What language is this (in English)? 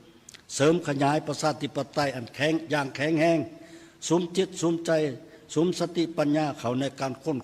Lao